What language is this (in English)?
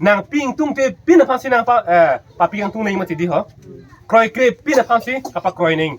Karbi